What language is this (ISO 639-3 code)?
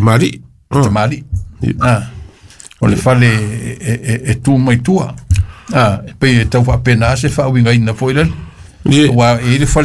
smo